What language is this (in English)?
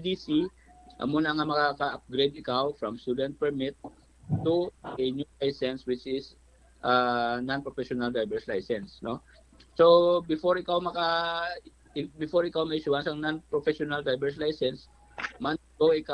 Hiligaynon